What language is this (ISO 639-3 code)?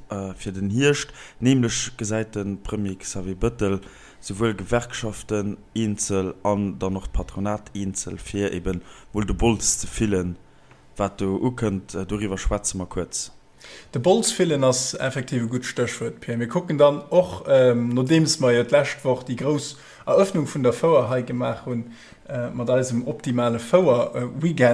ltz